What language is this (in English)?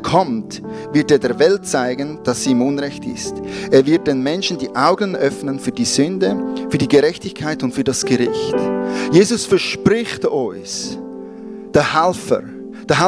Swiss German